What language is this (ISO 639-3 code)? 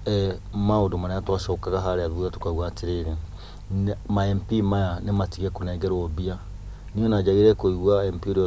kik